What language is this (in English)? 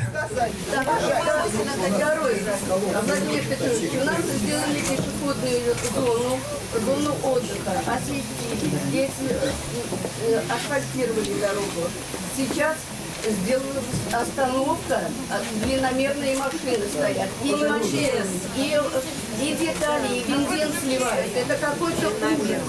Russian